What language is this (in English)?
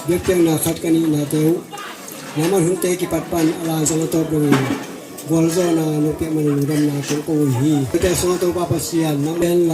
Tedim Chin